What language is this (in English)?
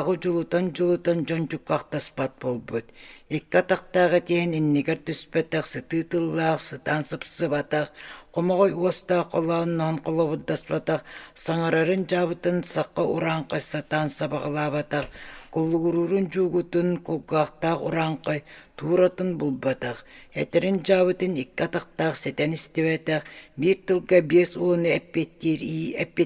Yakut